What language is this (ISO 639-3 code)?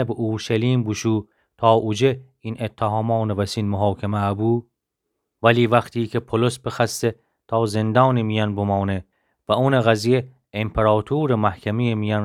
glk